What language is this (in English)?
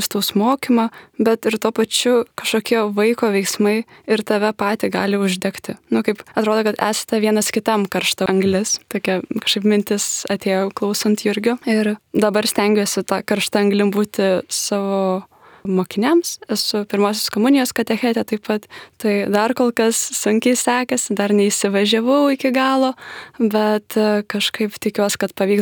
Lithuanian